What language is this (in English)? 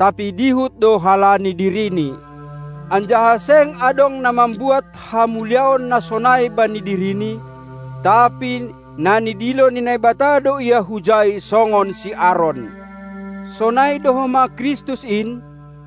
Batak Simalungun